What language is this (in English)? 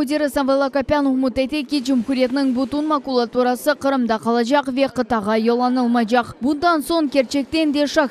Crimean Tatar